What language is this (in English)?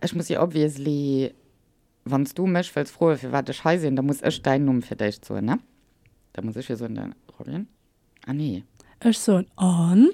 Luxembourgish